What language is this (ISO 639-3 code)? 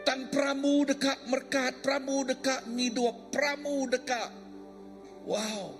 iba